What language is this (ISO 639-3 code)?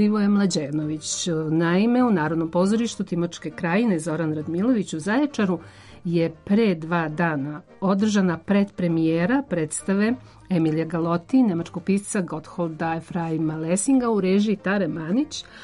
srp